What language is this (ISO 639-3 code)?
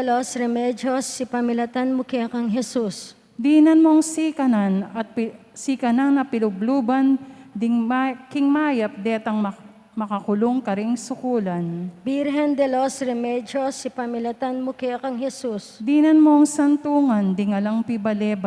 pam